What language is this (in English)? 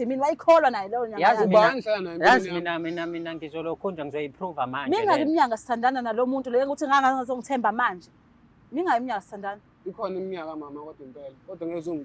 Zulu